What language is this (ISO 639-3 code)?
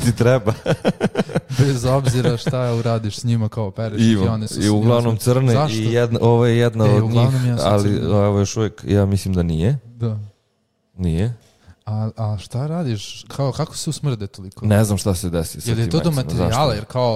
srp